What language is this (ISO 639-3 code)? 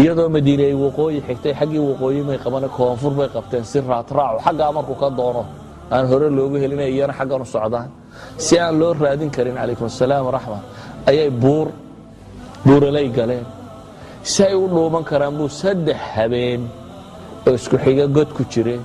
som